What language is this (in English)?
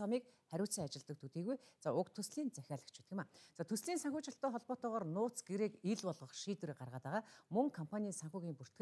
Mongolian